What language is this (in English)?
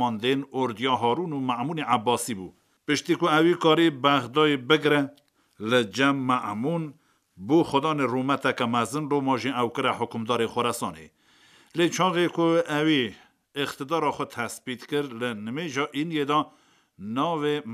Kurdish